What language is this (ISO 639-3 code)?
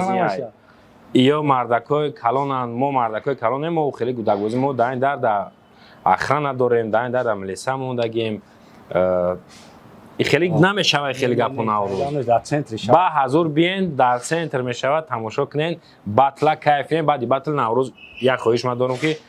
tgk